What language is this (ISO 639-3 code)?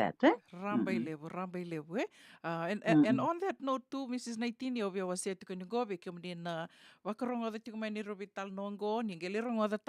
fij